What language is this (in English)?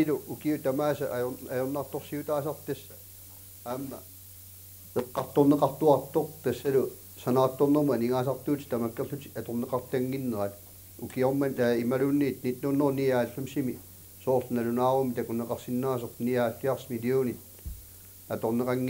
Kalaallisut